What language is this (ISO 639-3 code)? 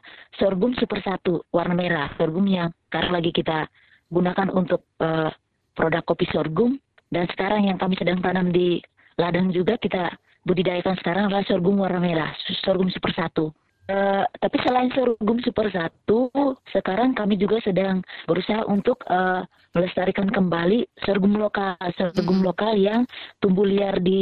ind